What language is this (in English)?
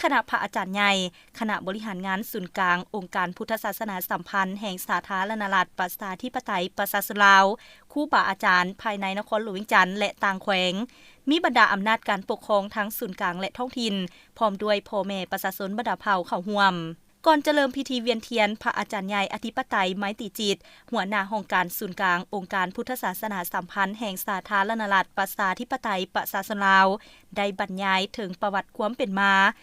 Lao